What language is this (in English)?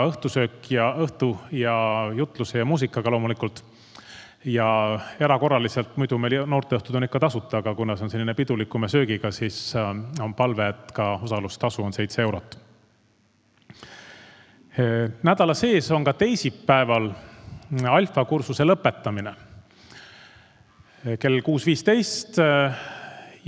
Estonian